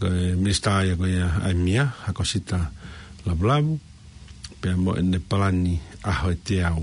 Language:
Tongan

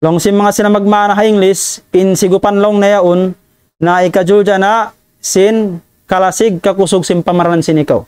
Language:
Tausug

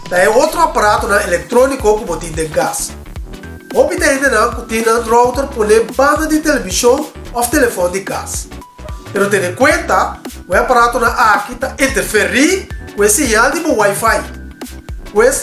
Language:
Papiamento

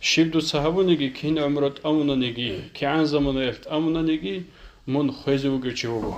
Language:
Avaric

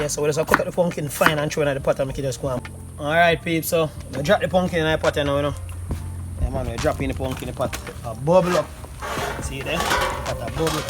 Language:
Jamaican Creole English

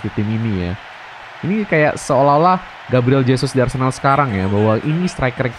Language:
Indonesian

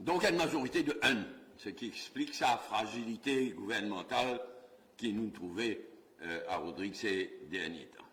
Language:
Morisyen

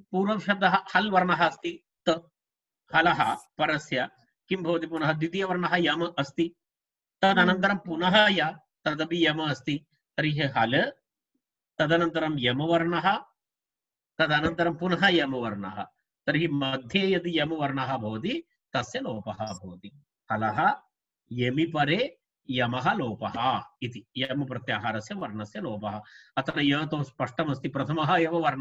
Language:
Sanskrit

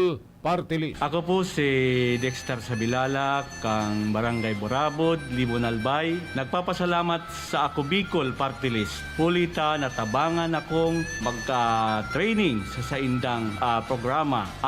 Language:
Bikol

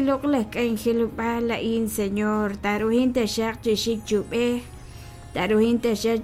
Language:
Kekchí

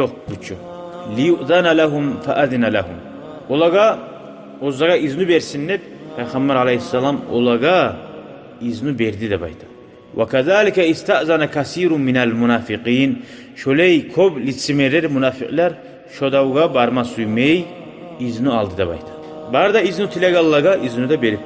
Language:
Kumyk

